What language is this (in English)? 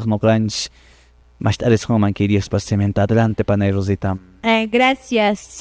Quechua